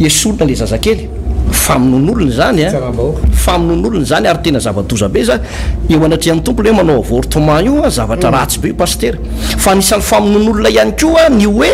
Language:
Malagasy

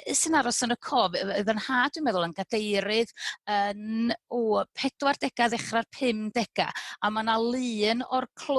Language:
Welsh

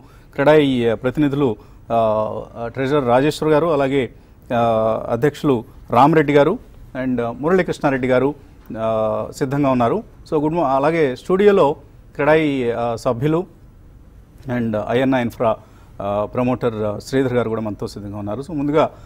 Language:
Telugu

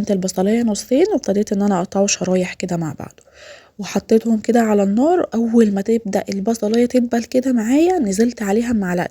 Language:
Egyptian Arabic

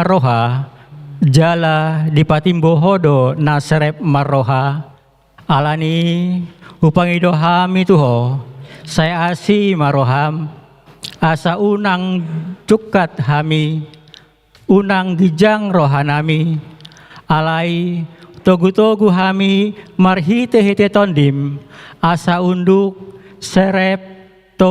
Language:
Batak Toba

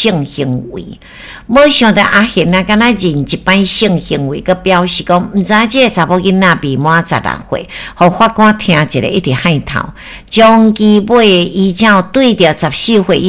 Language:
Min Nan Chinese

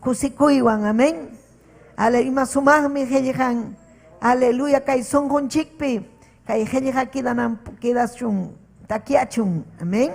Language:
Ayacucho Quechua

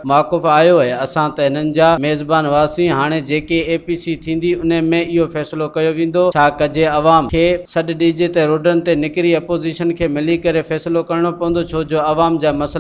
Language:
Sindhi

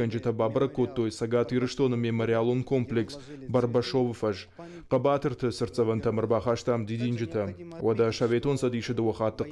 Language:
Ossetic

